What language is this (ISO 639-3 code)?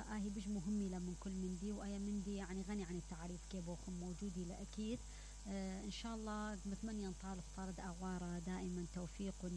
acm